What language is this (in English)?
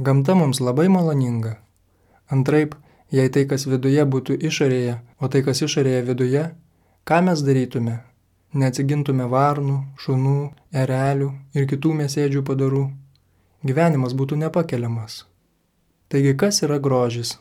Lithuanian